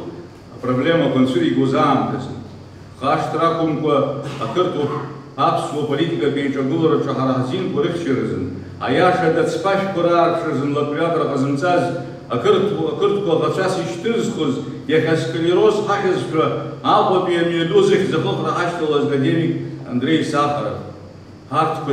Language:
Abkhazian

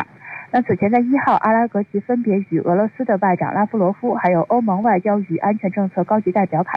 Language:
Chinese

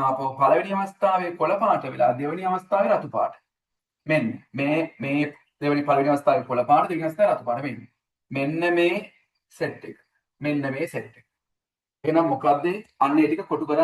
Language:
Sinhala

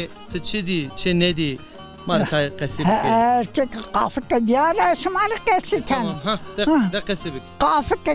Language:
Zaza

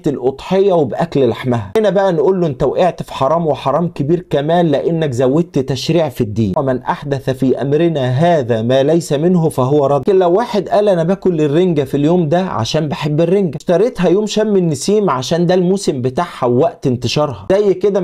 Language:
Egyptian Arabic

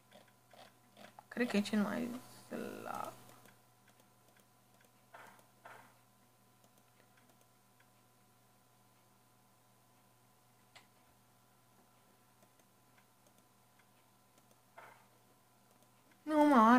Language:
Romanian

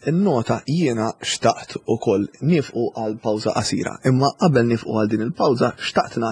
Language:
Maltese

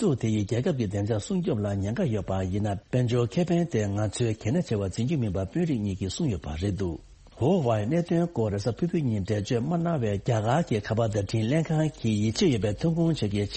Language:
Tibetan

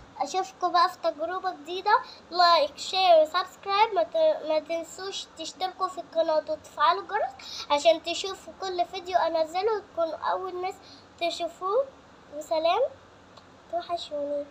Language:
Egyptian Arabic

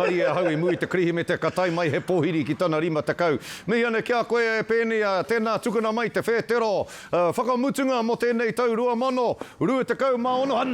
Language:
Māori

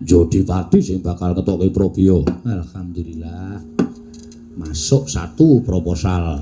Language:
Javanese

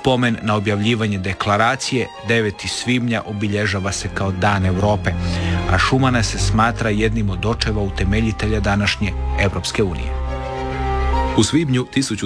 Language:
Croatian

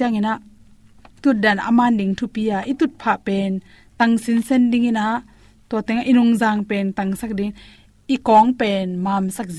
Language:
Tedim Chin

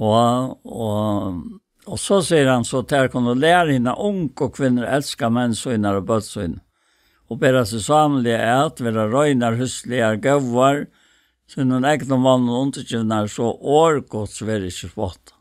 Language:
Faroese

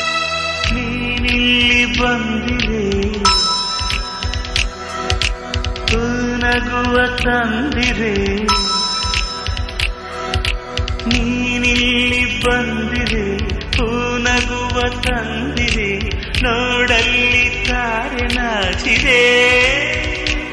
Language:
Kannada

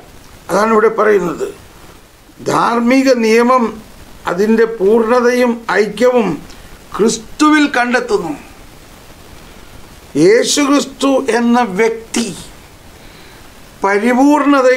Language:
Malayalam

